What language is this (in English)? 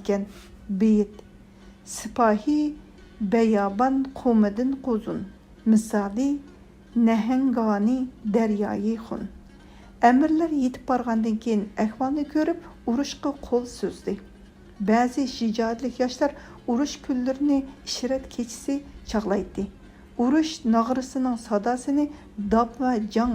Uyghur